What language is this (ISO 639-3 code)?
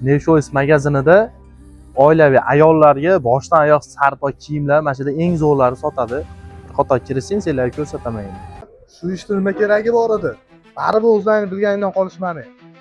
uzb